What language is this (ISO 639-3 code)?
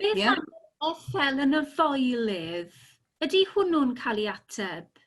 cym